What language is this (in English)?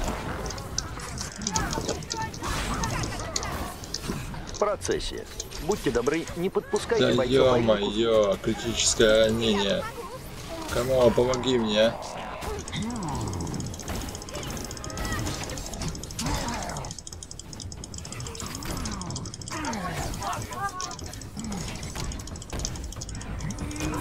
Russian